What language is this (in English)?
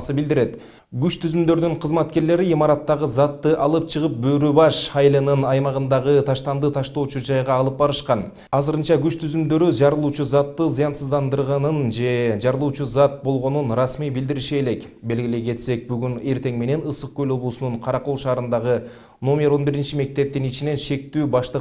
Kyrgyz